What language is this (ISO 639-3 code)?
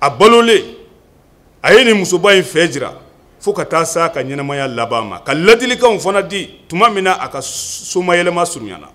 bam